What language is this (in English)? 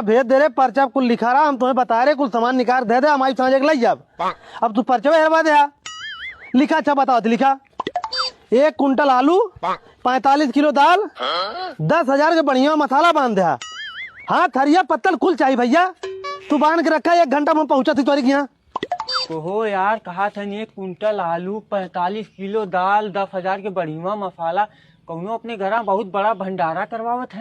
Awadhi